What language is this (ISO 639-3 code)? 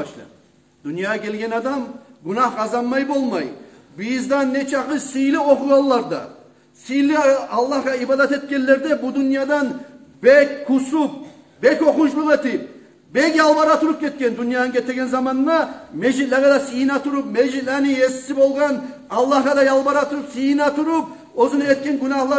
kum